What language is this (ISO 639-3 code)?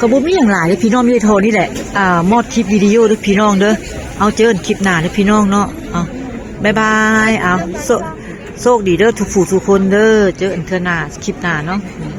tts